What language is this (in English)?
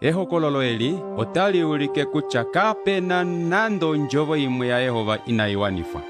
Kuanyama